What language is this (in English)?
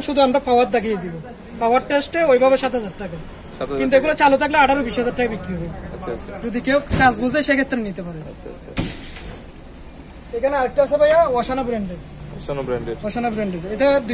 Bangla